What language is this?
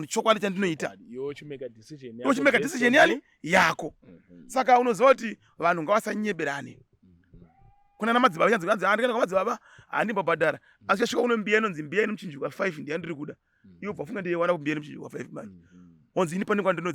Shona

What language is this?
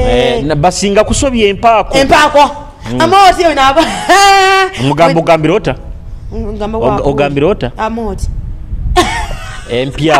Nyoro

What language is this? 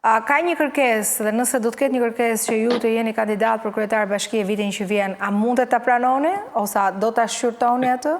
Albanian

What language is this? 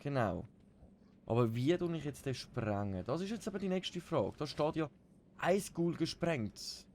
Swiss German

